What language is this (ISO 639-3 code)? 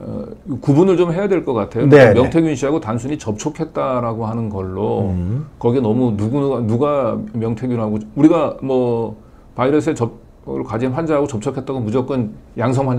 kor